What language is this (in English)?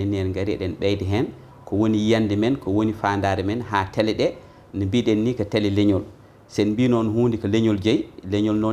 Fula